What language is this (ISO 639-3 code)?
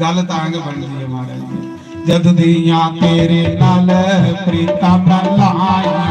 doi